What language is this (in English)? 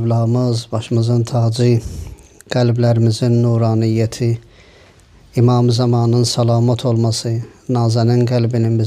Azerbaijani